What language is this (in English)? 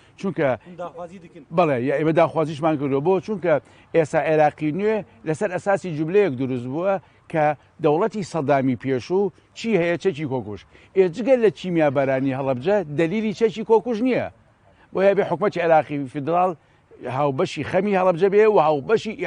Central Kurdish